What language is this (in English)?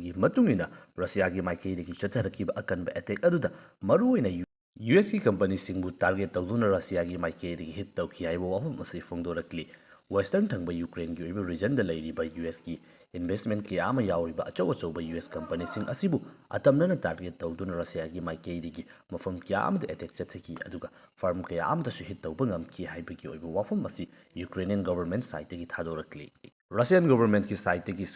Manipuri